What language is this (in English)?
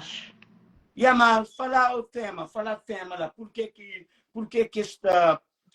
Kabuverdianu